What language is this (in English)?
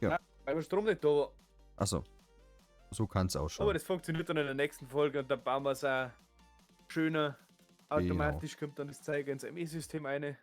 Bavarian